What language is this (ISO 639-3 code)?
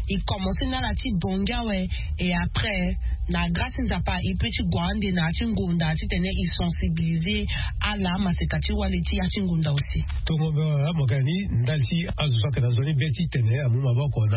sag